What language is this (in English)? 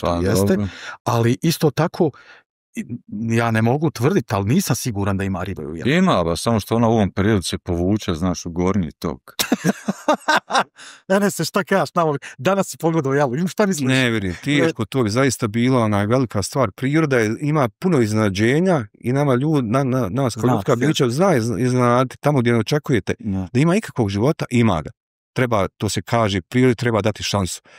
Bosnian